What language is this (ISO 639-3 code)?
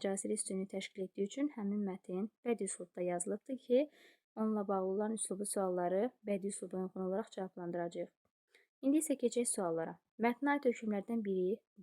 aze